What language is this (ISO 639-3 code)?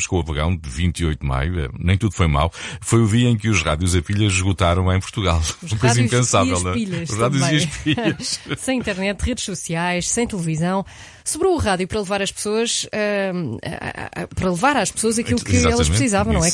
por